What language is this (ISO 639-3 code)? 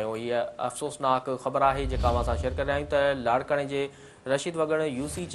snd